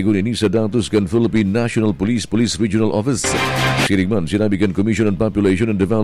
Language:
Bikol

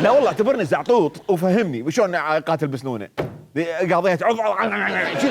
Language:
Mesopotamian Arabic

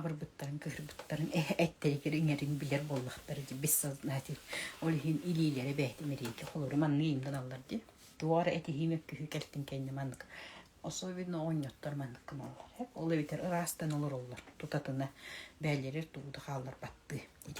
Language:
Yakut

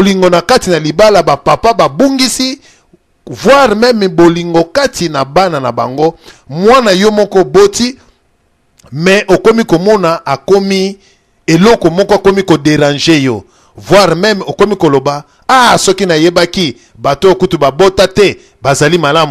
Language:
Lingala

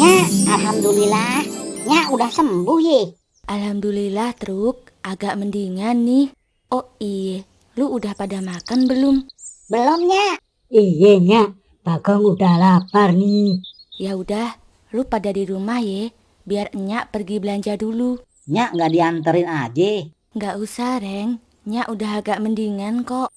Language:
Betawi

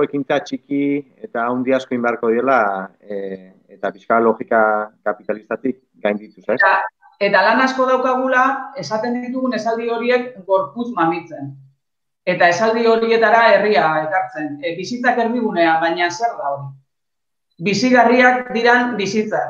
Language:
Basque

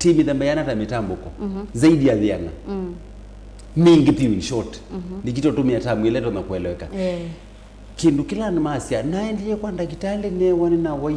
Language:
Kamba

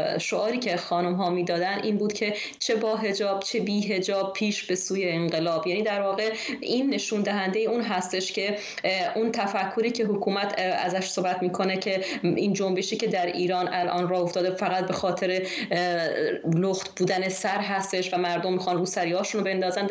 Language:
Persian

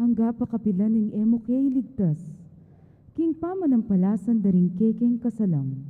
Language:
Pampanga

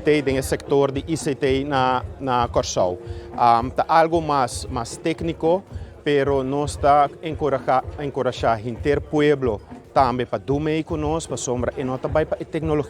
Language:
Papiamento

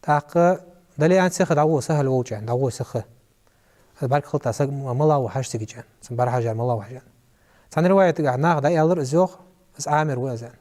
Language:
Ingush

